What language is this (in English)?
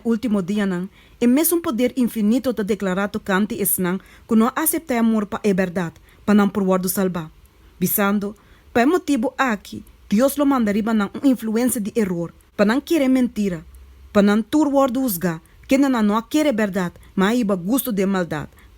Papiamento